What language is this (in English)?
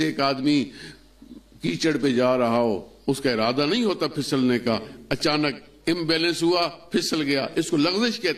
Urdu